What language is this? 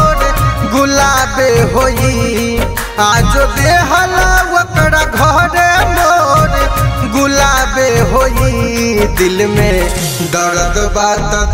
Bhojpuri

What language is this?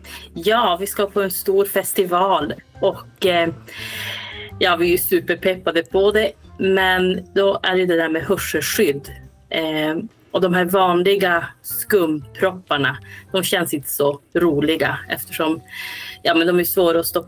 Swedish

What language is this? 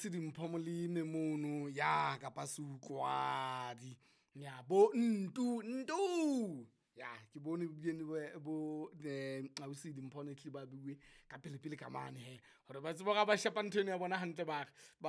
Southern Sotho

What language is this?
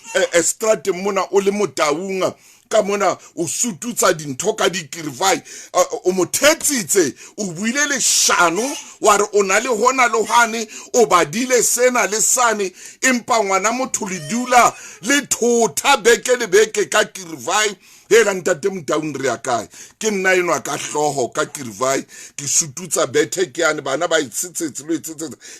Southern Sotho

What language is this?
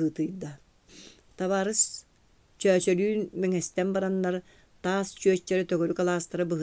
Yakut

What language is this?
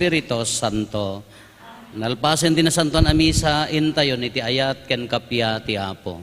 Iloko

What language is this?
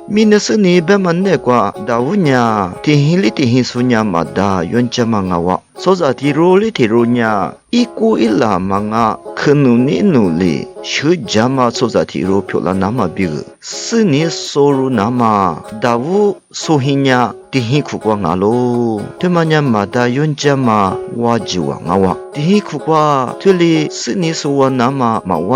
Lisu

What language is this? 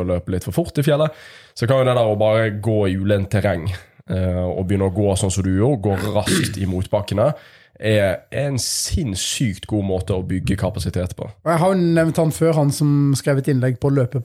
Norwegian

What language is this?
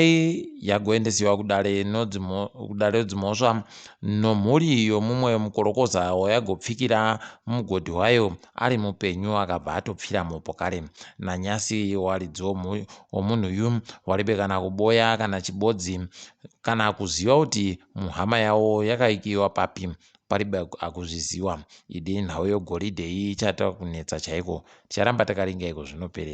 Ndau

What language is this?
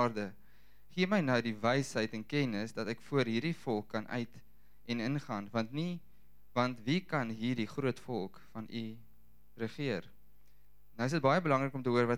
Afrikaans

